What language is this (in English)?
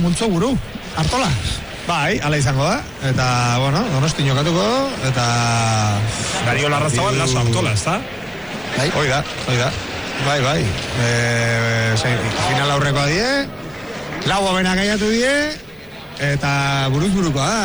Basque